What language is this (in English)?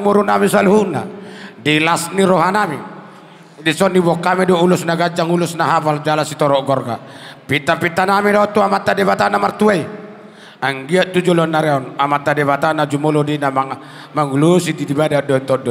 Batak Toba